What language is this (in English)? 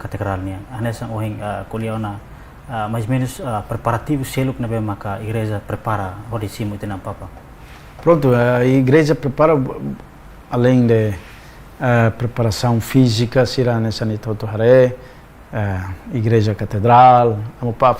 Tetum